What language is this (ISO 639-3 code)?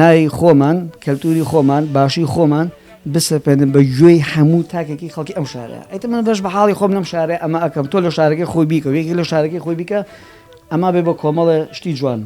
ckb